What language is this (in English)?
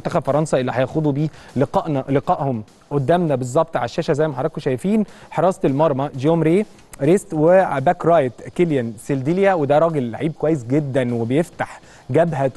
Egyptian Arabic